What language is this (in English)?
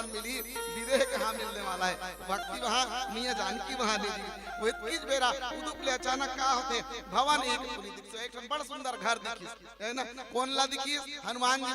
Chhattisgarhi